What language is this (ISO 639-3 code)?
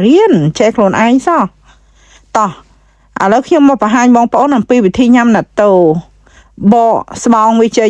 khm